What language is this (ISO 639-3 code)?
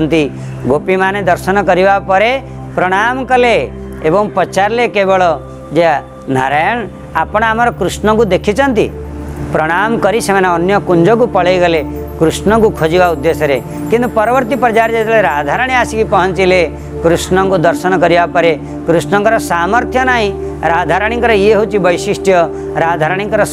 ori